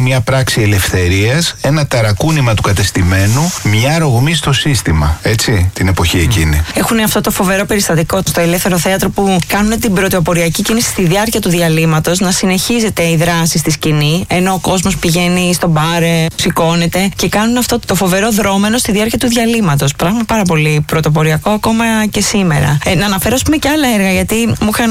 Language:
Greek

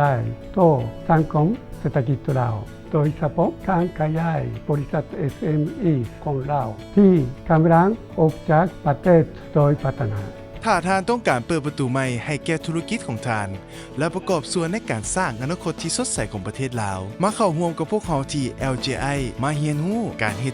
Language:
Lao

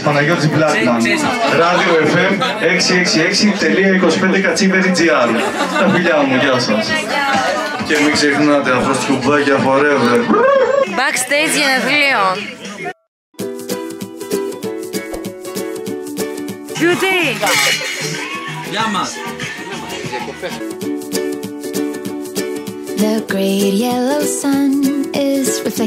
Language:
Greek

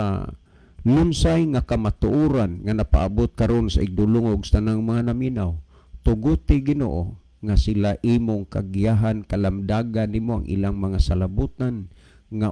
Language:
Cebuano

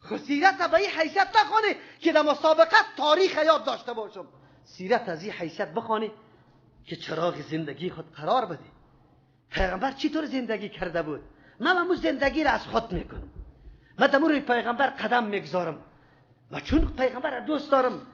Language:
Persian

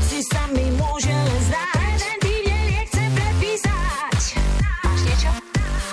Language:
Slovak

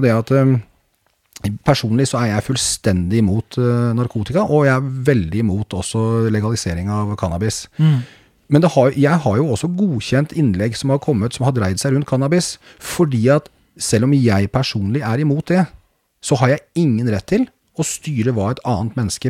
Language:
Norwegian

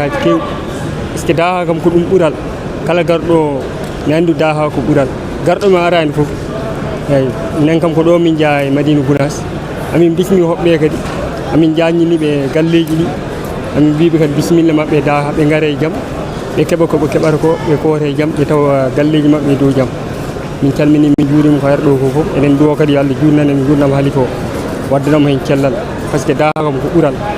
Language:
Fula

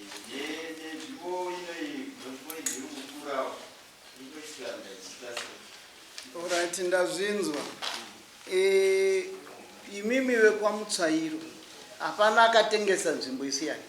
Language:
Shona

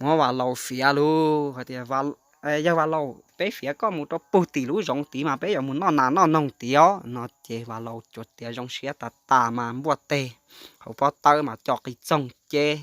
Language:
Hmong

